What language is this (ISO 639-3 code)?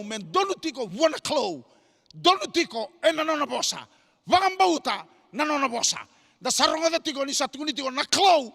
fij